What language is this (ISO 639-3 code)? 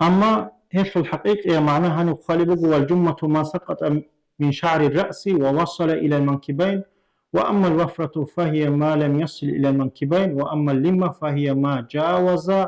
ava